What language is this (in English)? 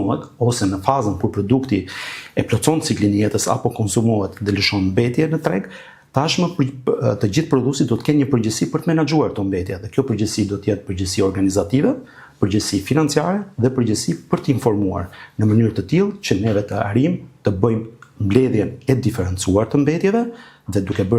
Albanian